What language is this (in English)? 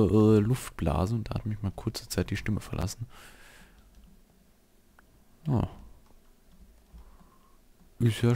German